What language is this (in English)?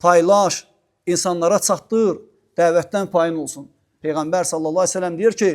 Azerbaijani